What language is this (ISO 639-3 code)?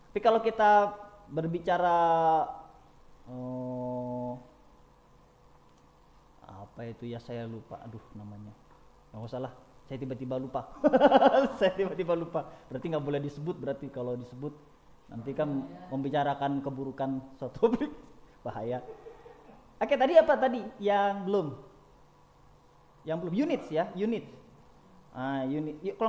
ind